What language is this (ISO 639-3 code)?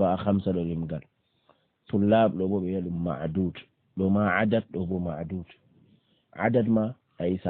ful